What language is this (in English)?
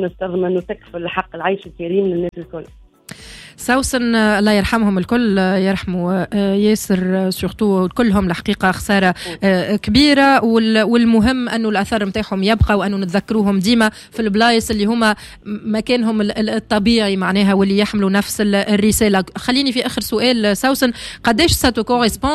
Tunisian Arabic